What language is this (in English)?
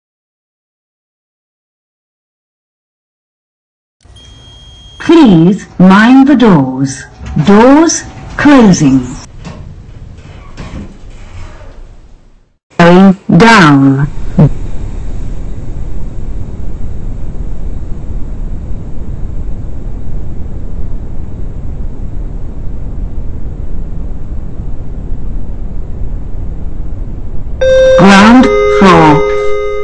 English